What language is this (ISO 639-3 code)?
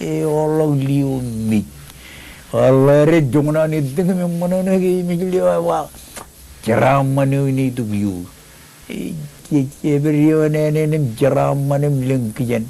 mah